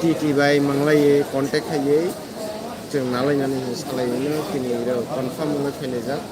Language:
Kok Borok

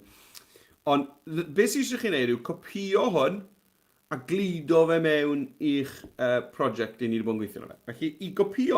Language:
Welsh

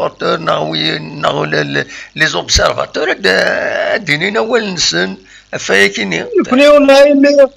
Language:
Kabyle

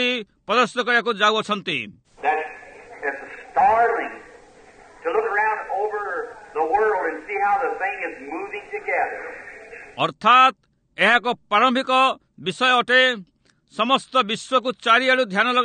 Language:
Odia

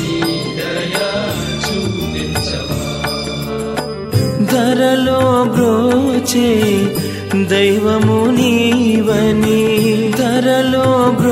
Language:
Telugu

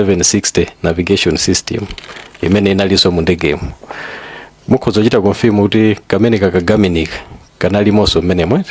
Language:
Nyanja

